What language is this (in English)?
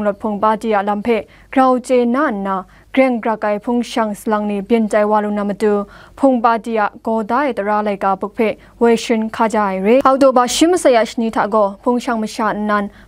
Kachin